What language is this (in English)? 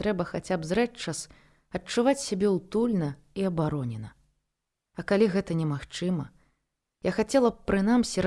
Belarusian